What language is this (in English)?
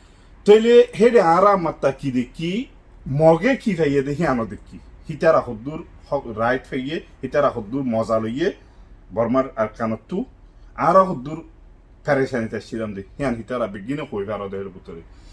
Rohingya